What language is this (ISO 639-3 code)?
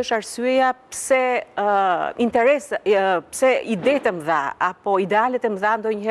sqi